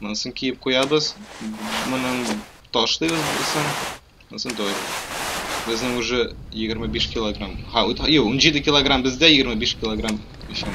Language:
Tatar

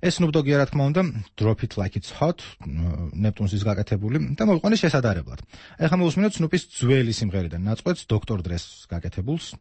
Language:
Georgian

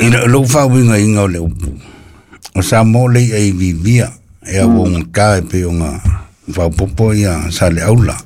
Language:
Samoan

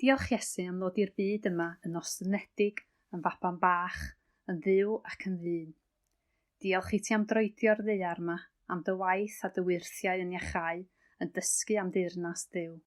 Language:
Welsh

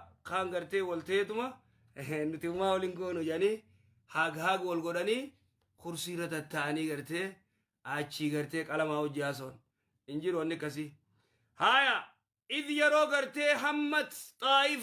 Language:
Oromo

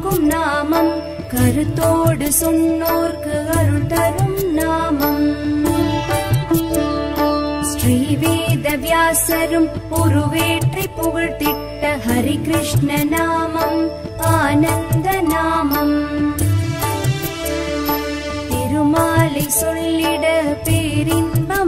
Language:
Tamil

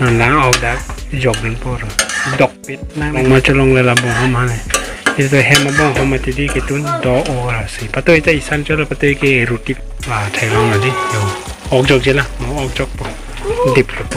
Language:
Karbi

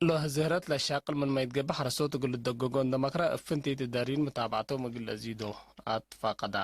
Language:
Tigre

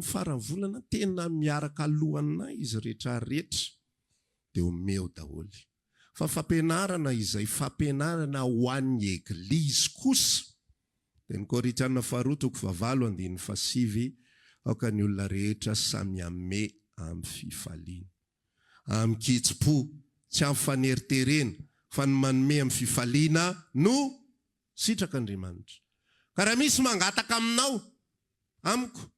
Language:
Malagasy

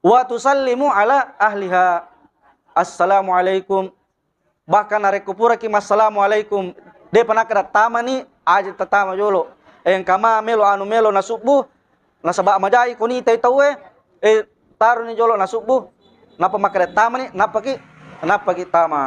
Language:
Buginese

